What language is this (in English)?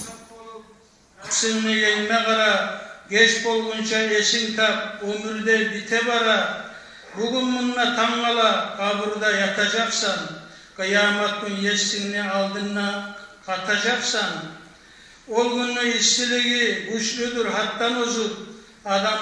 Kumyk